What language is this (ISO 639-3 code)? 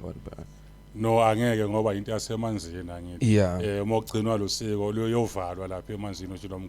zul